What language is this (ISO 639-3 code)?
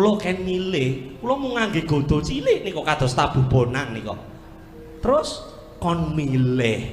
jav